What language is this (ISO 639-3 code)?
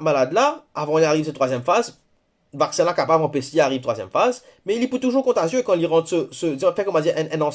mfe